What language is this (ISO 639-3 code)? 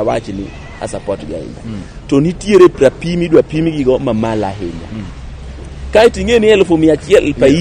luo